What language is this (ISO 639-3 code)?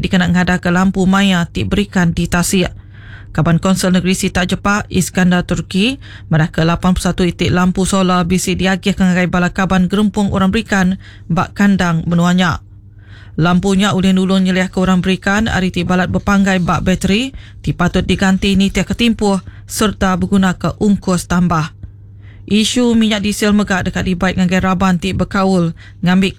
iba